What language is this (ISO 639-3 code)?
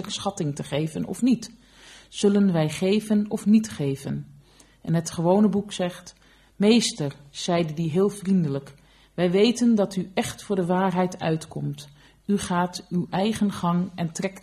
nld